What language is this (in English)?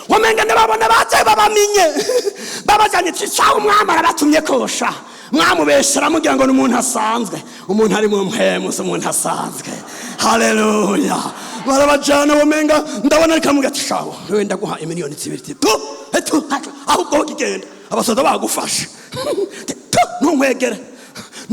Rundi